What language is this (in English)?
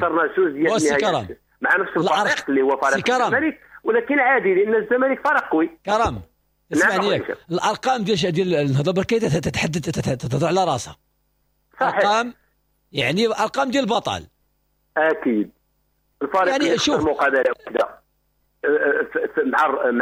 Moroccan Arabic